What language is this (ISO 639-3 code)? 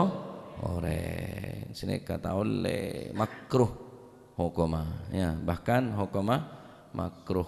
mad